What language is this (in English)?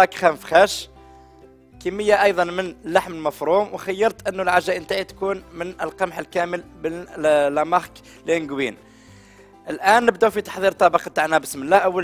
Algerian Arabic